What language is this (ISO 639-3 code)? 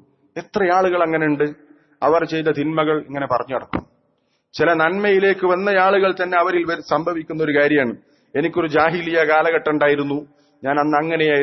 mal